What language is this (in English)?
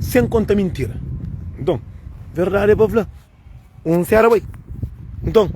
Kabuverdianu